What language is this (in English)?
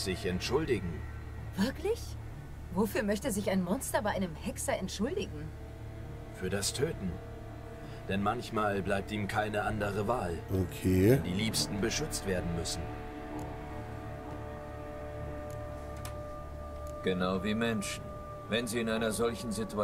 German